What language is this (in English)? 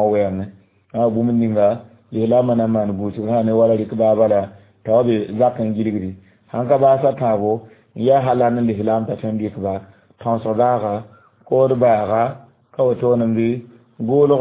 Mossi